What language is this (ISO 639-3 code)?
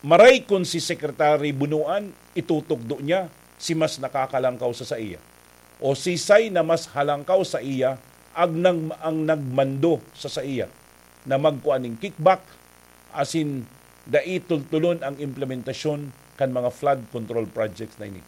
bik